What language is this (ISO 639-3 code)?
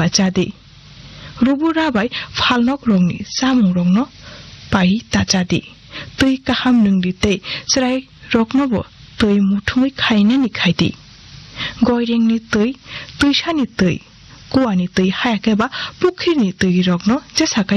trp